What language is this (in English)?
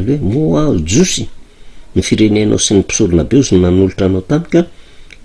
Malagasy